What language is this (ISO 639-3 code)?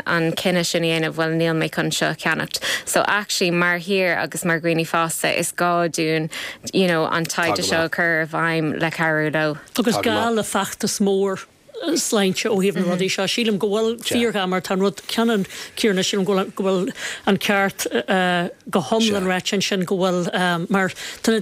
gle